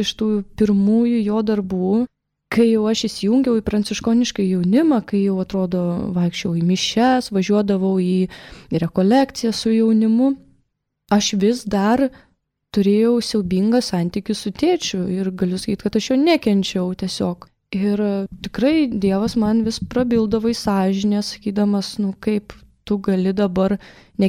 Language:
Lithuanian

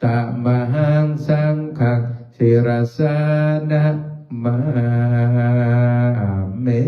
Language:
Pali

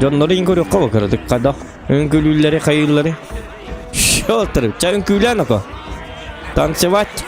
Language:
Yakut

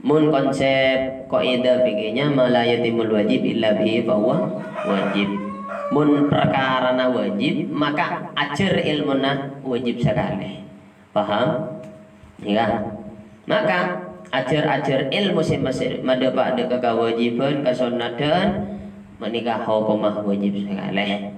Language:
Madurese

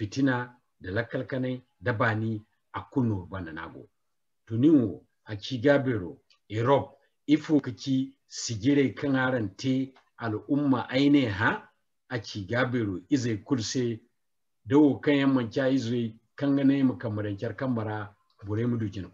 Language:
Zarma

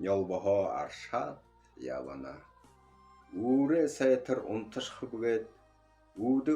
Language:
Buriat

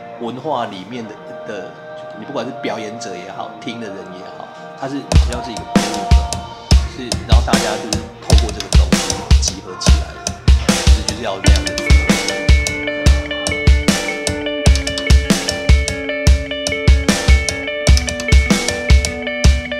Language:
Chinese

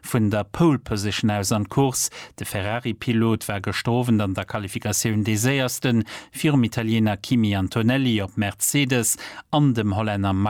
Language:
Luxembourgish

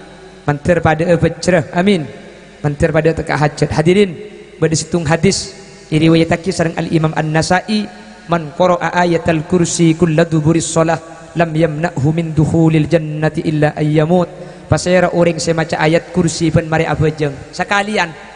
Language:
Madurese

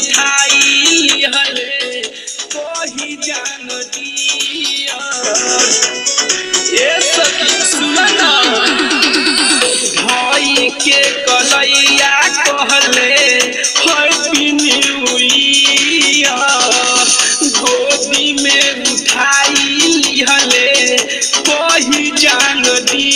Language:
Bhojpuri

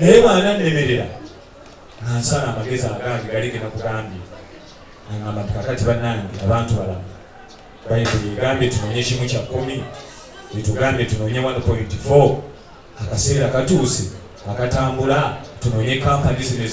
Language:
Ganda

